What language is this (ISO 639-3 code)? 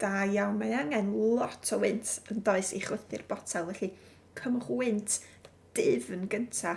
cym